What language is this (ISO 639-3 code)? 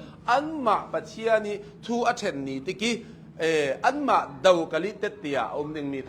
cnh